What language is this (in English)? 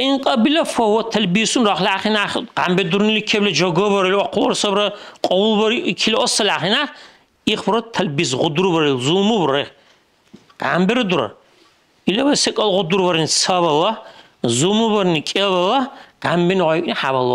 Dargwa